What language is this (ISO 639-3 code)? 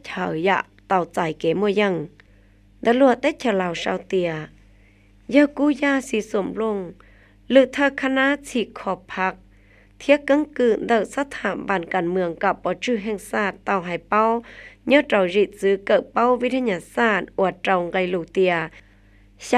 hmn